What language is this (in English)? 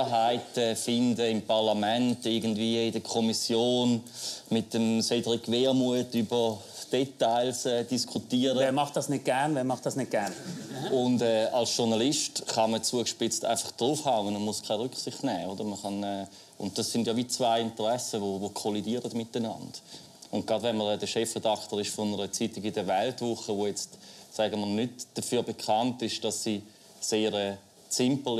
Swiss German